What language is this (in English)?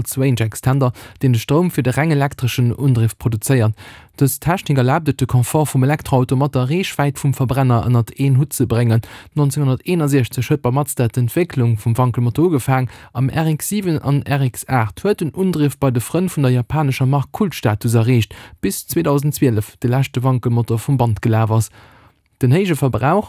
Luxembourgish